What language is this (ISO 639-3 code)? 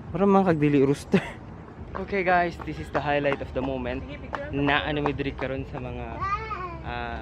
ceb